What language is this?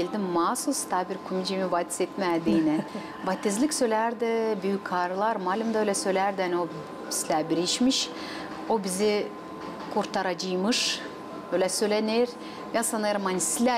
Gagauz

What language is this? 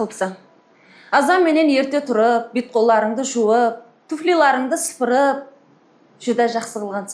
Kara-Kalpak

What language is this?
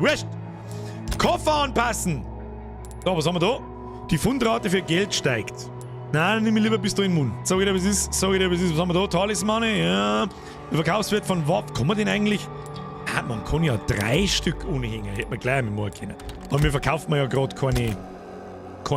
Bavarian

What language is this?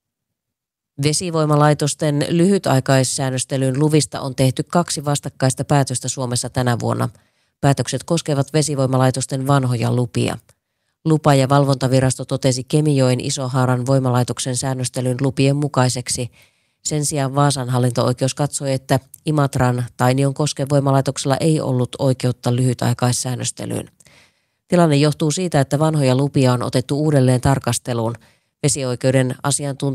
Finnish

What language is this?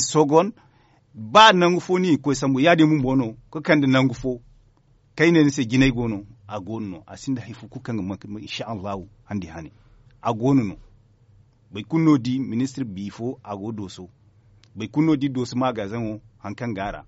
Zarma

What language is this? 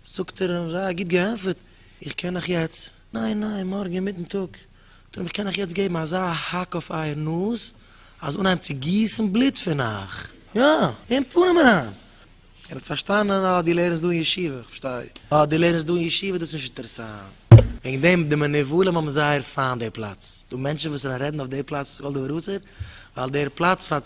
Yiddish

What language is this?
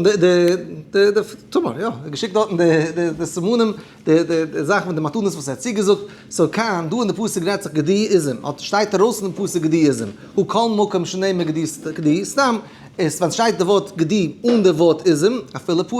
Yiddish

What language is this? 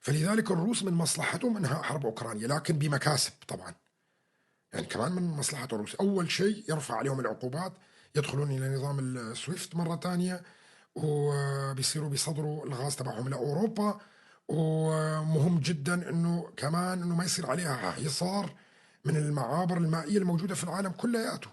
North Levantine Arabic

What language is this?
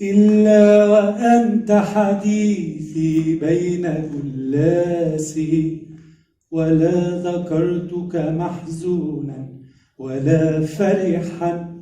Egyptian Arabic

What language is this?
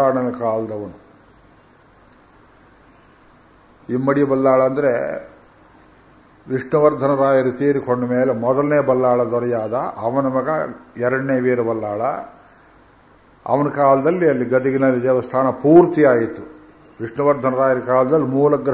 Kannada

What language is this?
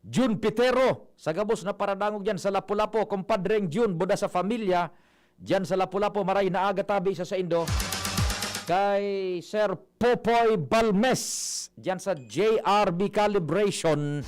Bikol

